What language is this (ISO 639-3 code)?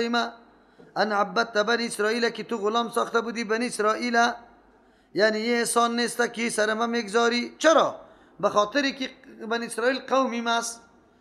fas